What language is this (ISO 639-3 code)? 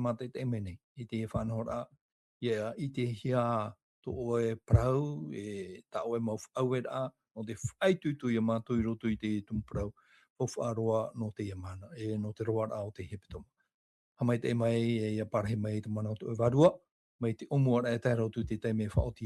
tah